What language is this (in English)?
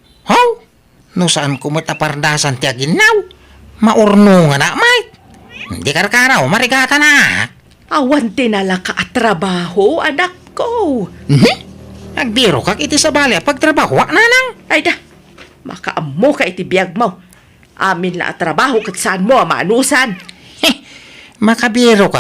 Iloko